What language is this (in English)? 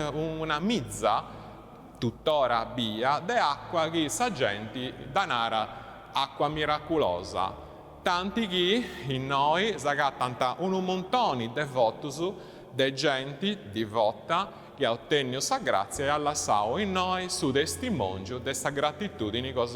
Sardinian